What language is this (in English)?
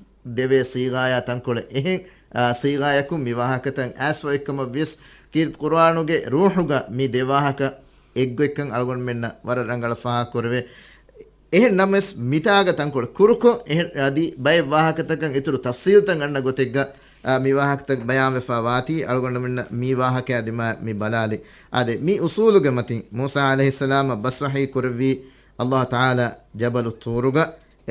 Divehi